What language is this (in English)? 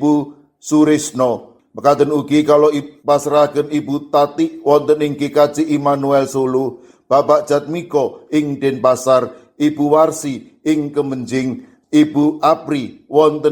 Javanese